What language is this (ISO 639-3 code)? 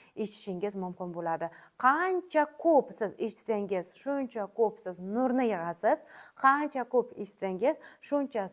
uzb